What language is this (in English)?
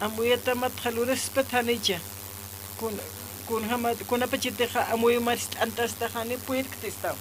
Aymara